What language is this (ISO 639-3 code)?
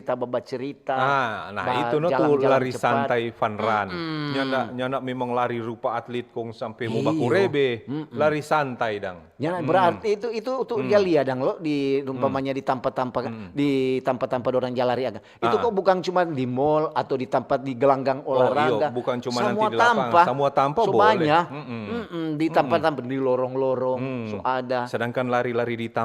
xmm